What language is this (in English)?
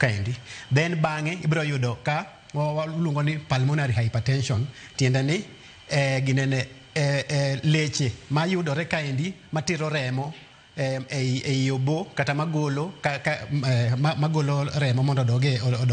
Luo (Kenya and Tanzania)